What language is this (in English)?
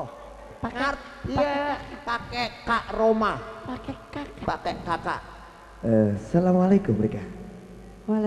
Betawi